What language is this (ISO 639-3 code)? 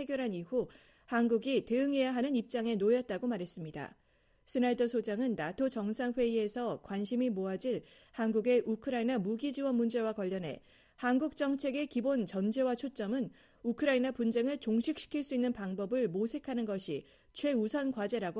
kor